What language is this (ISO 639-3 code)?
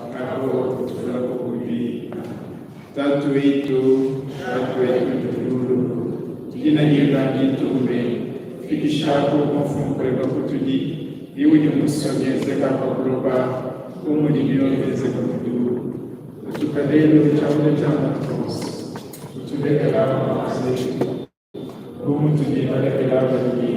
lua